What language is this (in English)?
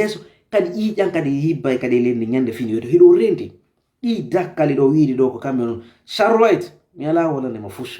Fula